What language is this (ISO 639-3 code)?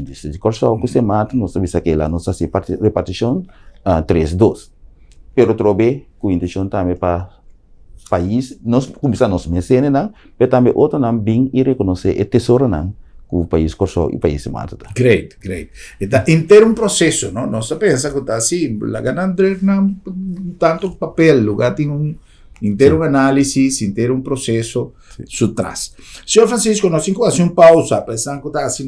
pap